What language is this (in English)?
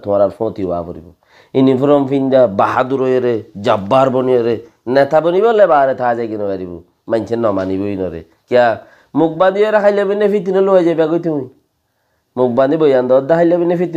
Rohingya